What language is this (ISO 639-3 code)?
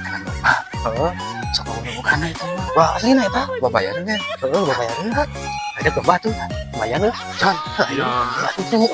sun